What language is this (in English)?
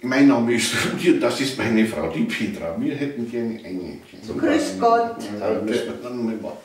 Bavarian